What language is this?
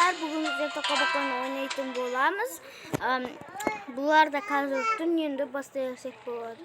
Kazakh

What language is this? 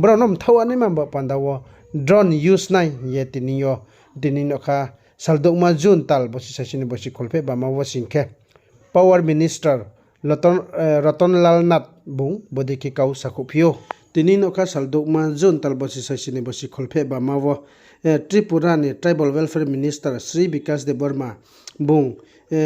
Riang (India)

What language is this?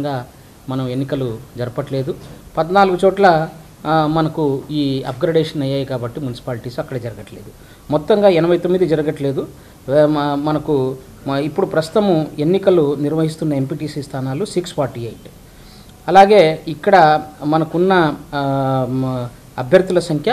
Telugu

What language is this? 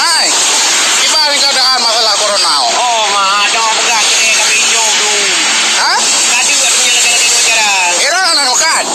Achinese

